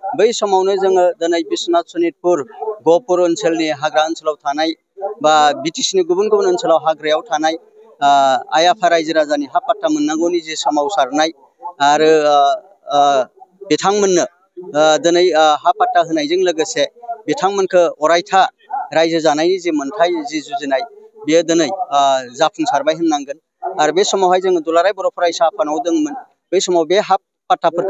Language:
Bodo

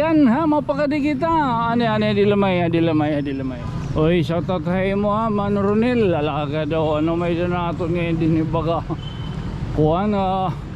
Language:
Waray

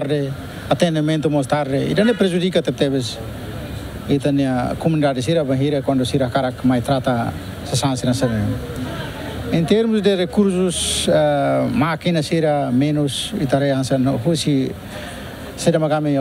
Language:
Tetum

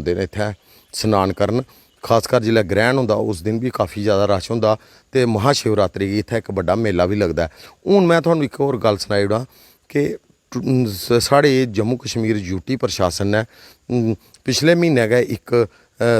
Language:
Dogri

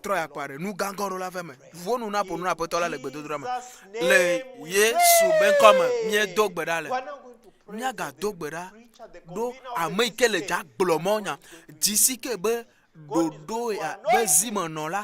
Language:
Ewe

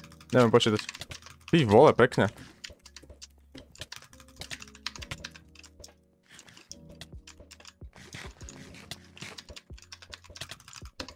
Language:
Slovak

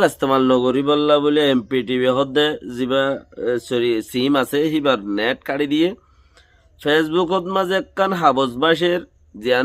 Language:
Rohingya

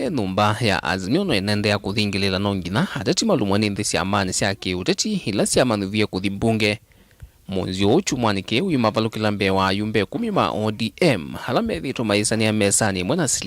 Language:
Kamba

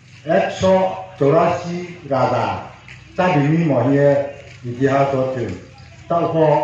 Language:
Riang (India)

